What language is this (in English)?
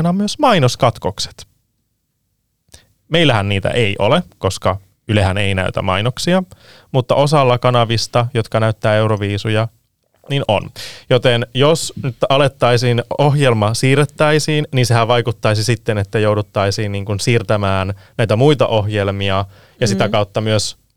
Finnish